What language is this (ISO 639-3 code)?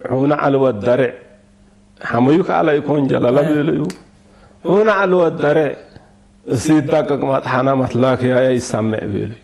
tig